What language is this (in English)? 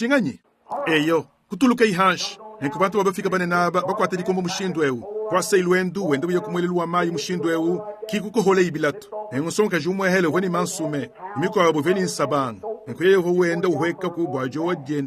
Luba-Lulua